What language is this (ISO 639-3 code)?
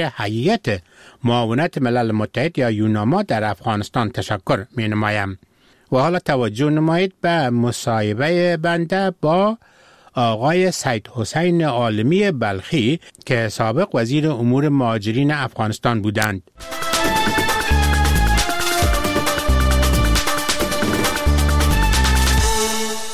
fas